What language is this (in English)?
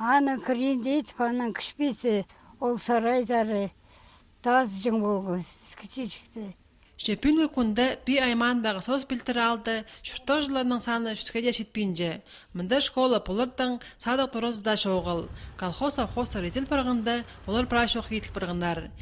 Khakas